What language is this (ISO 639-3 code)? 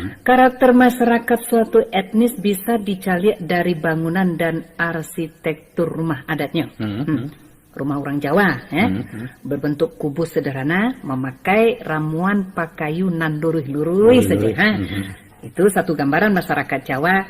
min